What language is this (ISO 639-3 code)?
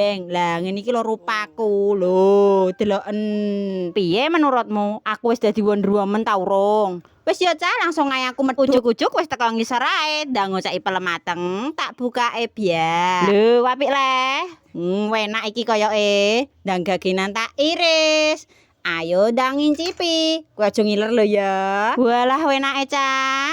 jav